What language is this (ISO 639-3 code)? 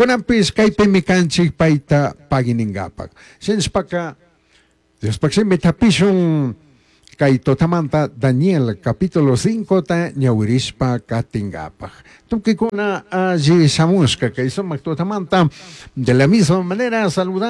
qug